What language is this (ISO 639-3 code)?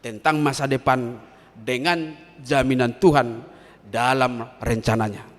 bbc